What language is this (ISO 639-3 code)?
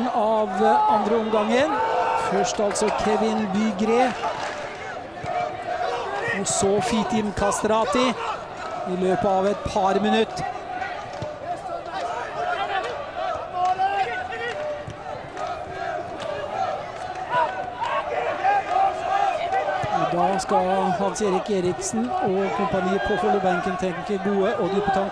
nor